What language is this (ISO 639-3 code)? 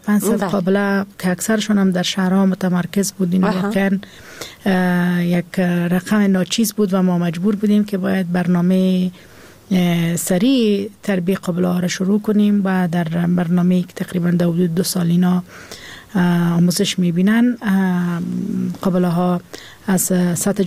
fas